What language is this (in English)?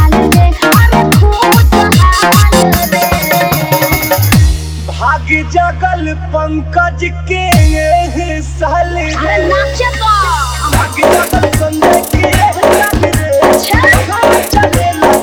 Bhojpuri